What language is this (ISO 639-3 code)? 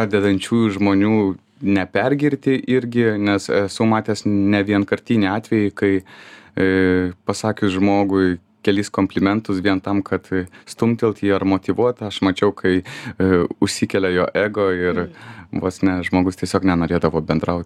lit